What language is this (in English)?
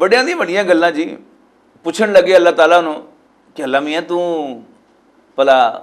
Western Panjabi